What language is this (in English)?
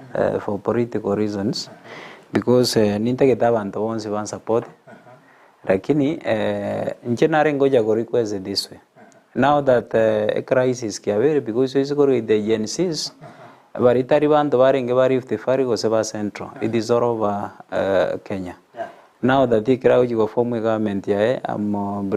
Gusii